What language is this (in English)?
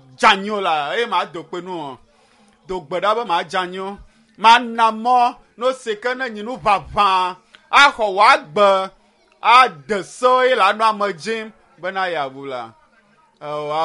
Ewe